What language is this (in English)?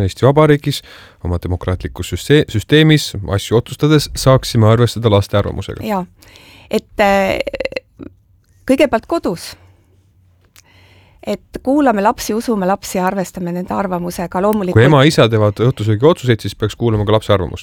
Estonian